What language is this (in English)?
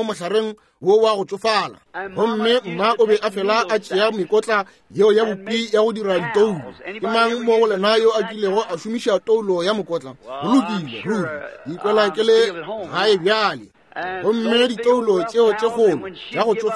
Northern Sotho